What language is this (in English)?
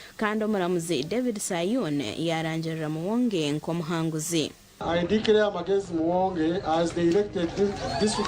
Nyankole